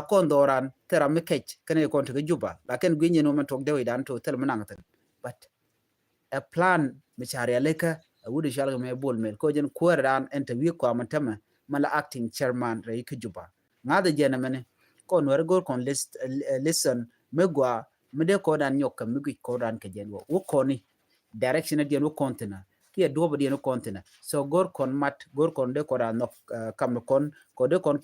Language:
Nuer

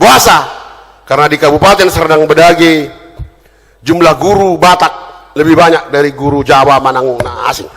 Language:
Batak Toba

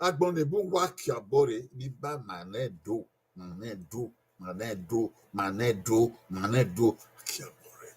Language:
Bini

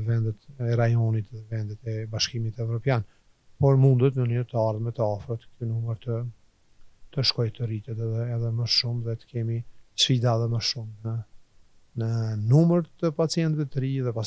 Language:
Albanian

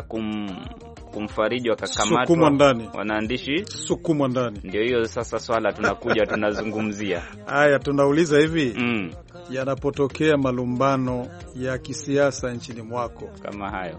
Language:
Swahili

